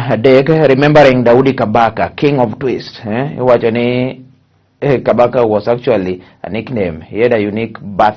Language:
Luo (Kenya and Tanzania)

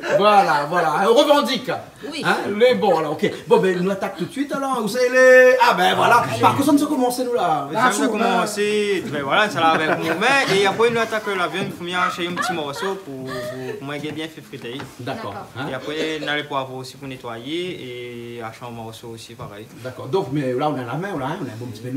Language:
Réunion Creole French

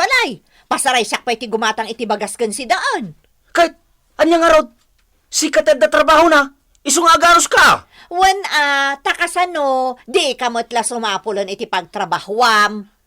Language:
Iloko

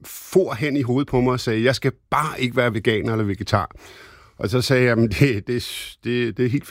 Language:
Danish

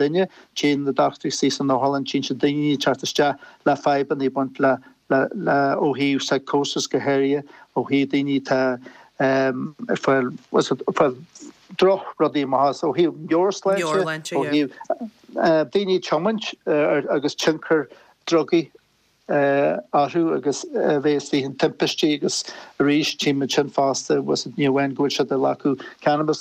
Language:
Irish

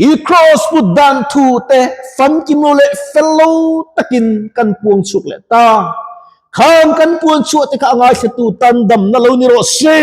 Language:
Mizo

